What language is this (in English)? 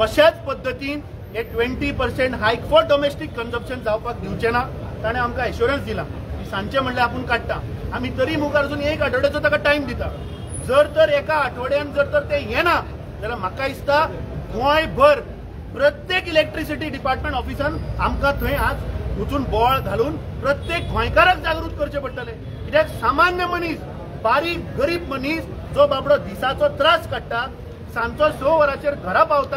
Konkani